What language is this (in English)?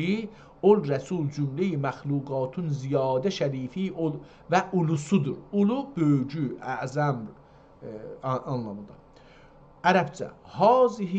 South Azerbaijani